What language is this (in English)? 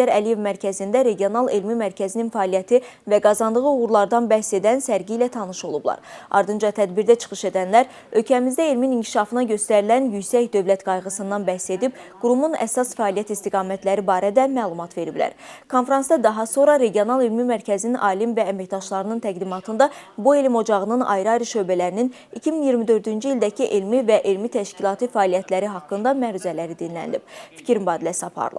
Azerbaijani